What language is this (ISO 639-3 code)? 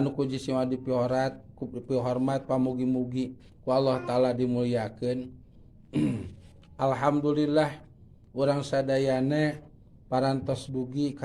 sun